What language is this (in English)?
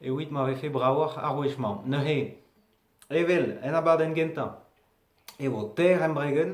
Breton